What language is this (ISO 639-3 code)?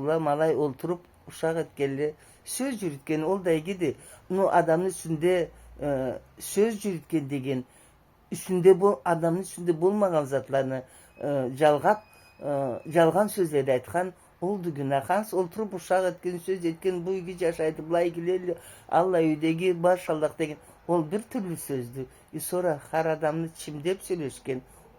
krc